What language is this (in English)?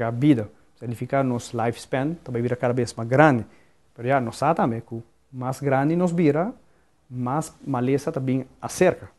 Papiamento